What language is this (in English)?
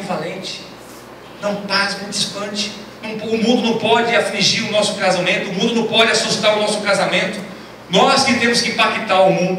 Portuguese